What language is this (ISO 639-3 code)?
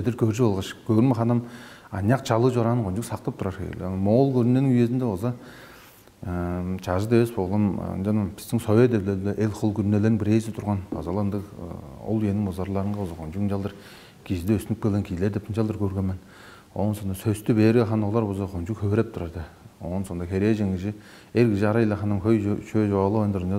tyv